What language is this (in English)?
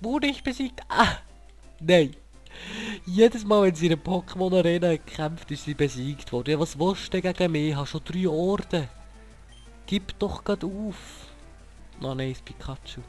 Swiss German